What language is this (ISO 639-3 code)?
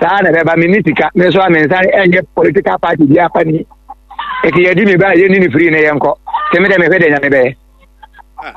aka